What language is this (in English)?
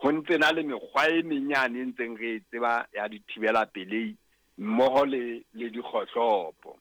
Southern Sotho